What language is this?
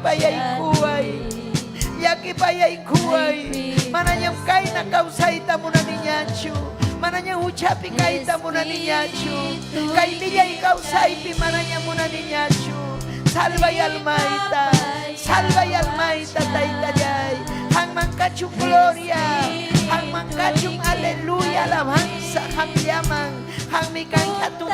Ayacucho Quechua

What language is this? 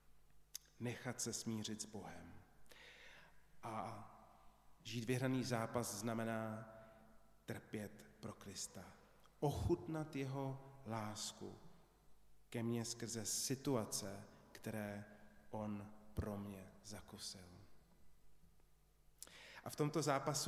Czech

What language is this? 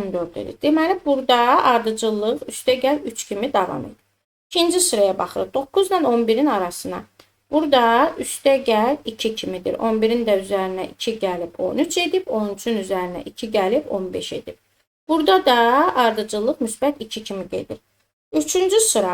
Azerbaijani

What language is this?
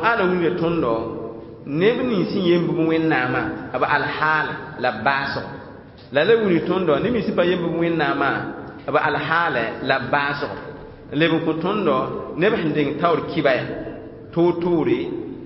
Mossi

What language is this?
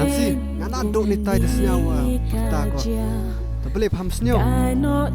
Khasi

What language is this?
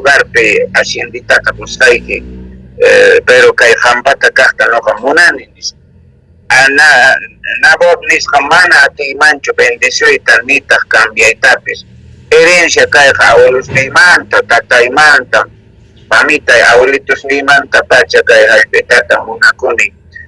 South Bolivian Quechua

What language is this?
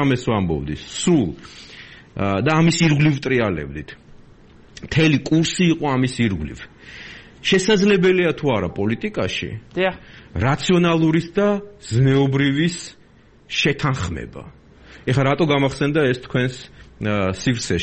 Georgian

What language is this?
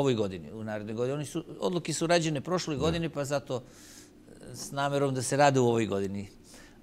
Serbian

